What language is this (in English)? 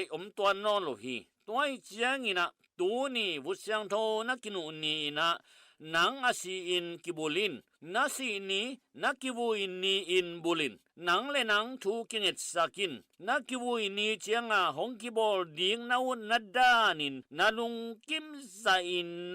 Tedim Chin